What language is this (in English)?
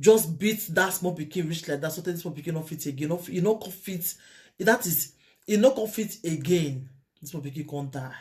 Nigerian Pidgin